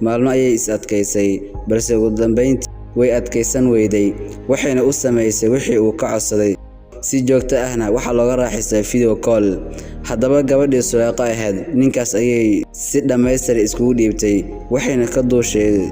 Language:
Somali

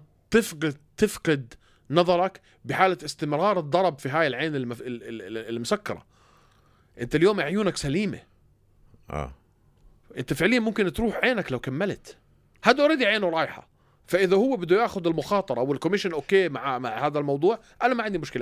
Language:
North Levantine Arabic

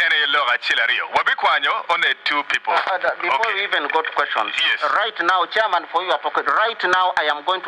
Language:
Acoli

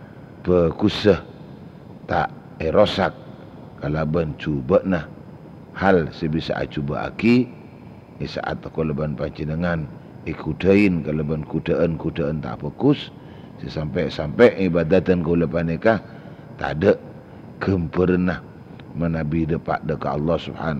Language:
Madurese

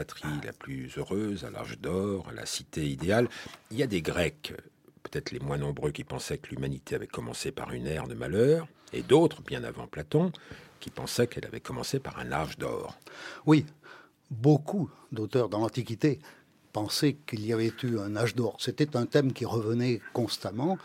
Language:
French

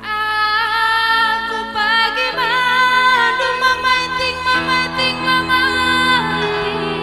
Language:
Batak Karo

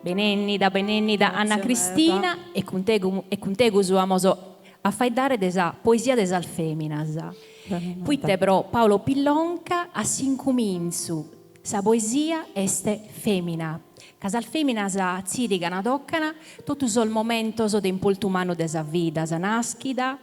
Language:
Sardinian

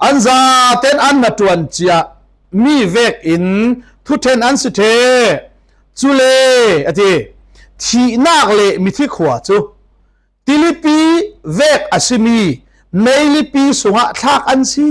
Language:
Falam Chin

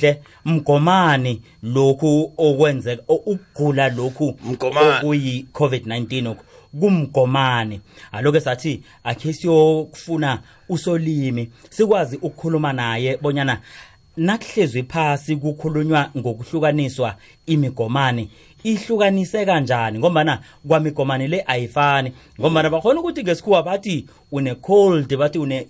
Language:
South Ndebele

